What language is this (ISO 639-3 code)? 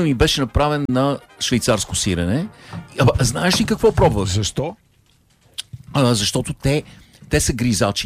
bul